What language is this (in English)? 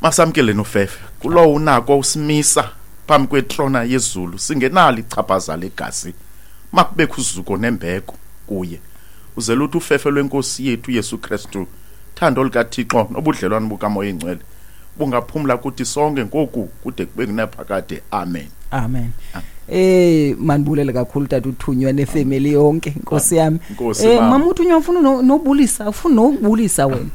Xhosa